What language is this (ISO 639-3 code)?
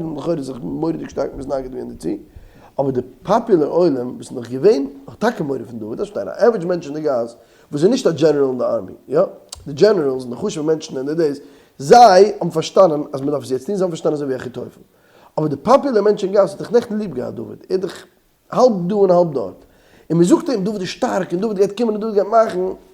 yid